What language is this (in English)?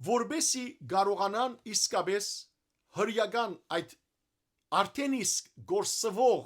Western Armenian